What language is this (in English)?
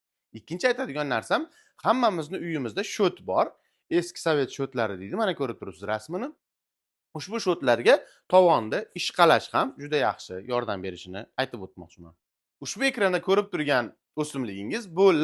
Uzbek